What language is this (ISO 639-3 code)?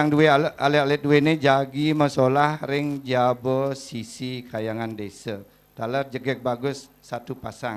ban